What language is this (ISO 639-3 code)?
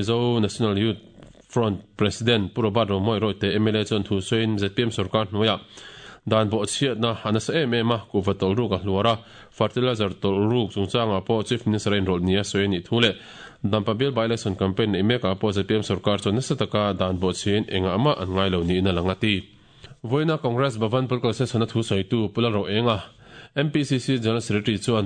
lus